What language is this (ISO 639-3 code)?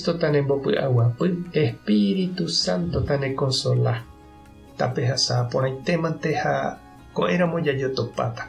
grn